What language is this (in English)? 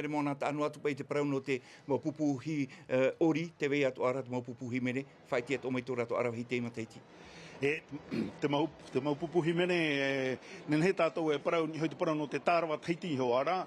Tahitian